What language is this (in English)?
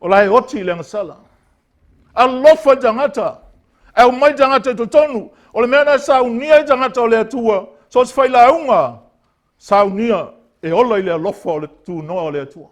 Samoan